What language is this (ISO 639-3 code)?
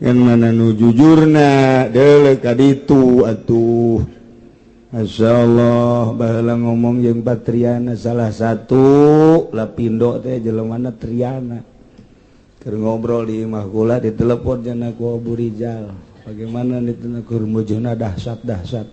sun